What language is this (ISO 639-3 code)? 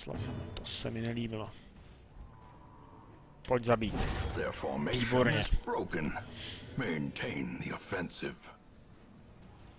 ces